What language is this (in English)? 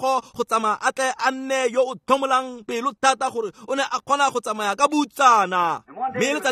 Tswana